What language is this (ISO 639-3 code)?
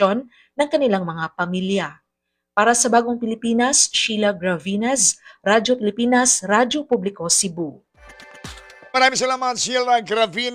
fil